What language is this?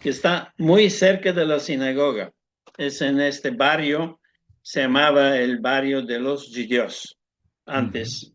Ladino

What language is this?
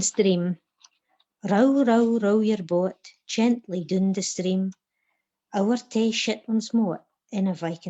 Scots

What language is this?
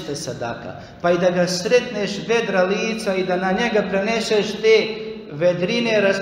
Bosnian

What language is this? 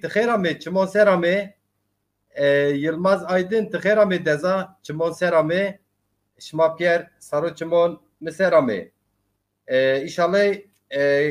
Zaza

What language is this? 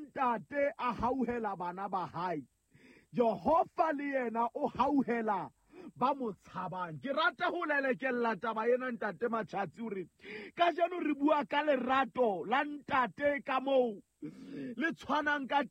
Southern Sotho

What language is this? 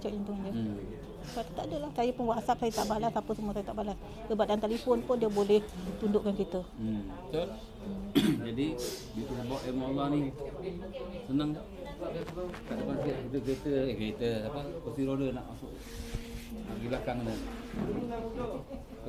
Malay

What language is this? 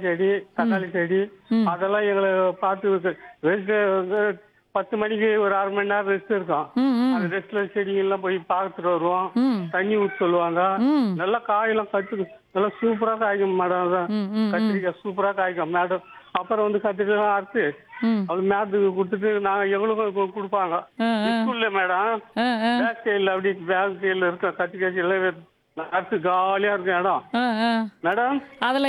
Tamil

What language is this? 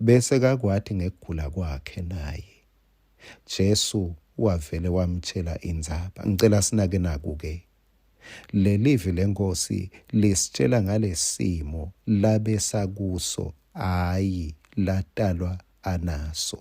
Swati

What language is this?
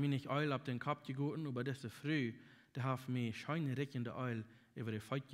Plautdietsch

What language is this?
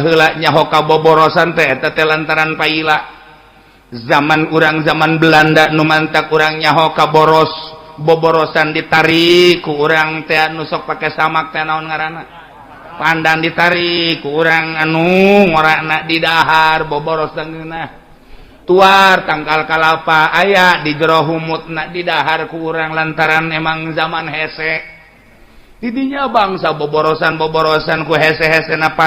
Sundanese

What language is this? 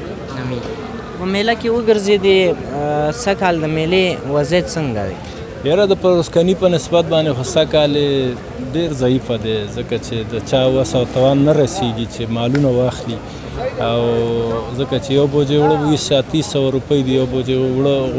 Pashto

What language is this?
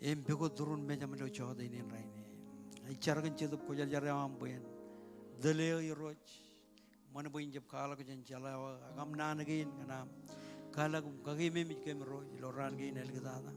Marshallese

